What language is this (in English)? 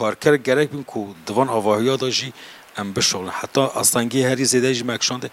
Kurdish